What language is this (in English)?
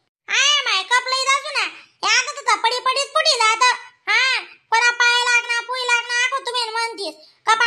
Khandesi